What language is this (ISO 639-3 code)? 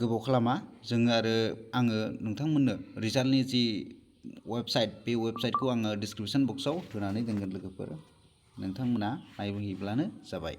brx